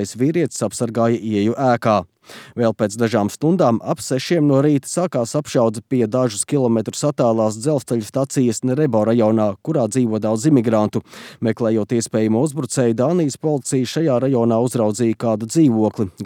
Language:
Latvian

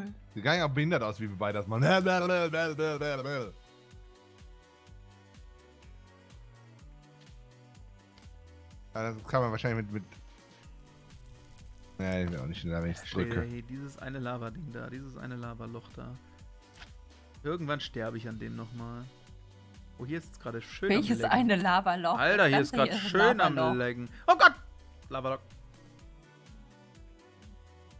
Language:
German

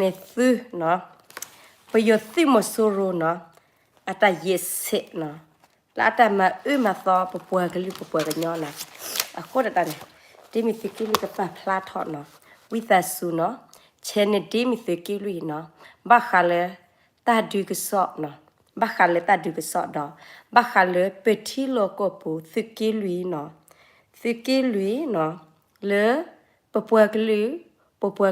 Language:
S'gaw Karen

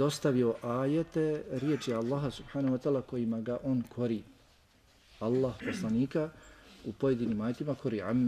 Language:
Bosnian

